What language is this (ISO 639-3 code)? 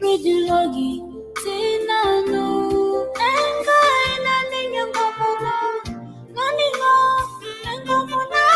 mas